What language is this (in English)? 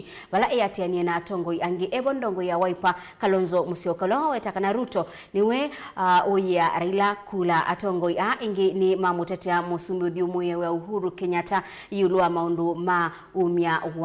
Kamba